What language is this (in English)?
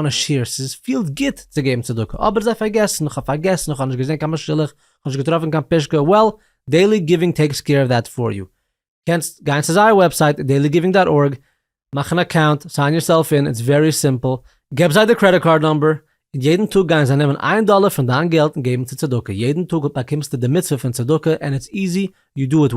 Yiddish